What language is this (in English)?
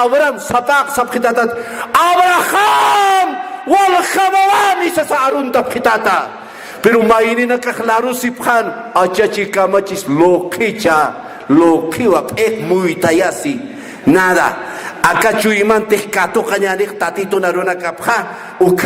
Aymara